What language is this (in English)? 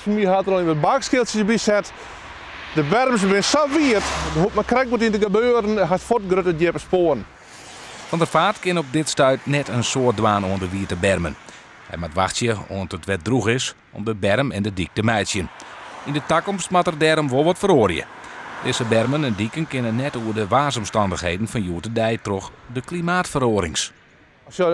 Western Frisian